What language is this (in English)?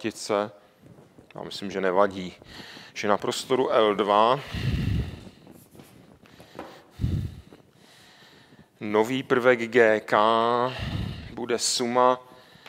Czech